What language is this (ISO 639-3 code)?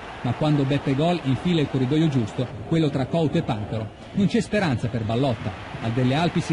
ita